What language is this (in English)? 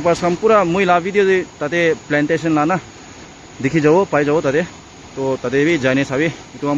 Naga Pidgin